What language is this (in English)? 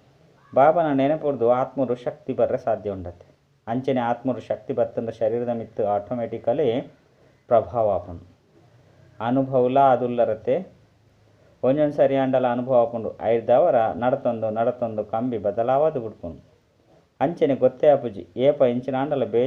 Tulu